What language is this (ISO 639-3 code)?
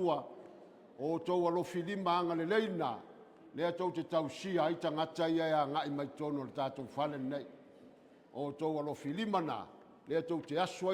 smo